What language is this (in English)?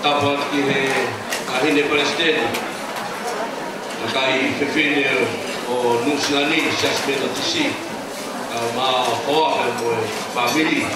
Tongan